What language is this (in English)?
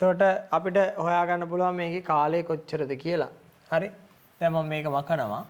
Sinhala